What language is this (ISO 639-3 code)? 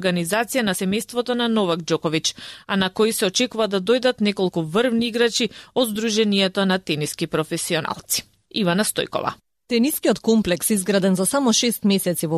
mkd